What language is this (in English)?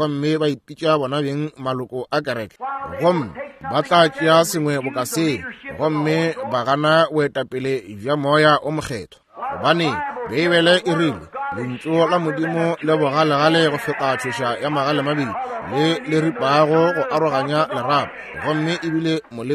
Northern Sotho